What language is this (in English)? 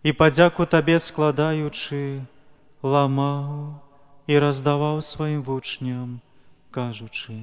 Belarusian